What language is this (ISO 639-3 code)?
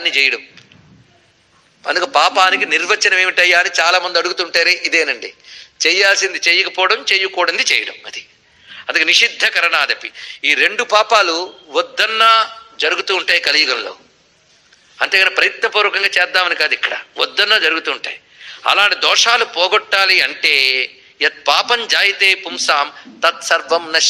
tel